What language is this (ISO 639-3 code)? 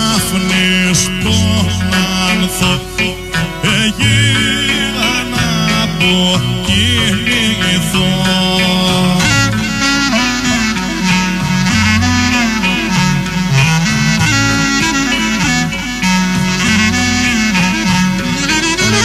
ell